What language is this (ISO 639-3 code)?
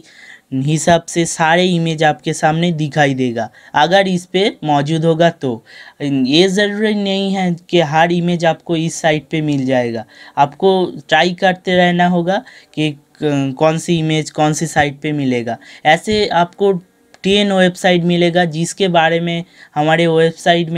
hin